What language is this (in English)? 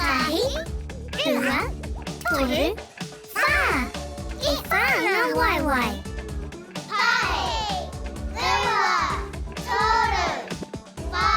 Māori